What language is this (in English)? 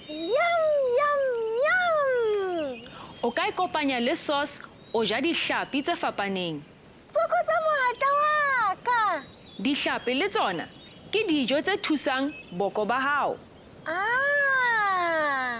Southern Sotho